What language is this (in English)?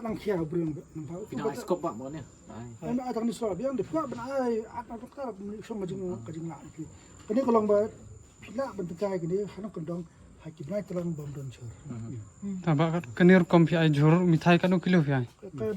Khasi